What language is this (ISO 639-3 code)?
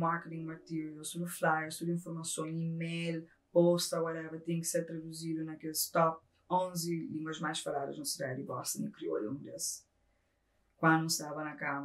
kea